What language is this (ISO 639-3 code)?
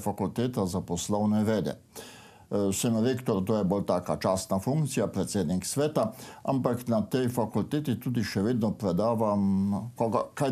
slv